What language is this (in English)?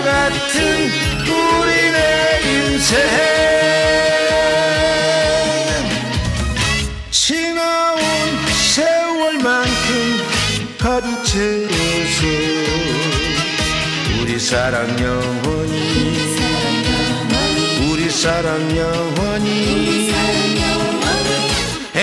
Korean